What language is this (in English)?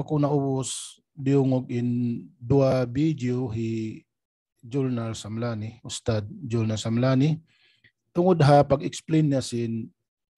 Tausug